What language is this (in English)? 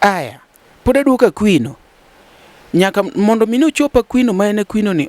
Luo (Kenya and Tanzania)